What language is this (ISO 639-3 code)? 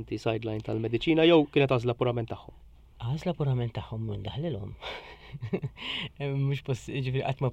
mlt